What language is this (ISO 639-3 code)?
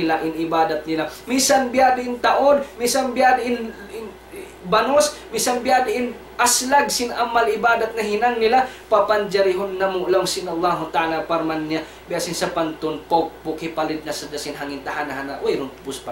tsg